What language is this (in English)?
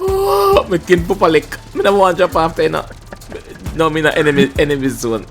Jamaican Creole English